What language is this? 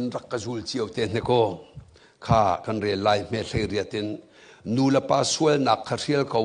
Hakha Chin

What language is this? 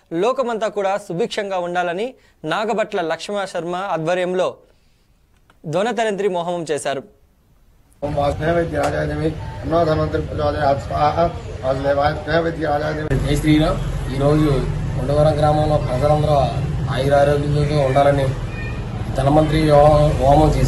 Telugu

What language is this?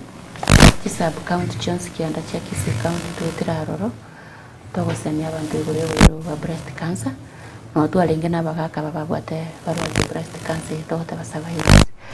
Gusii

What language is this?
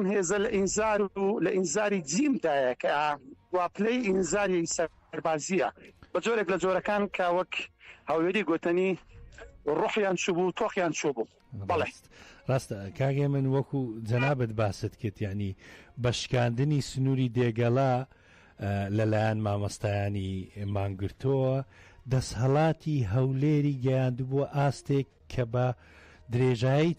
Central Kurdish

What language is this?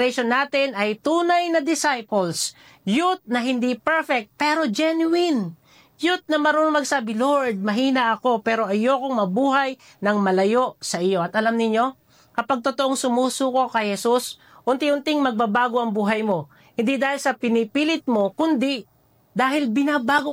Filipino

